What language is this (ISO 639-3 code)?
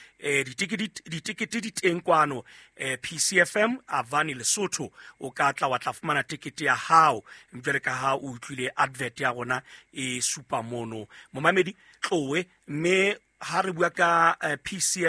sot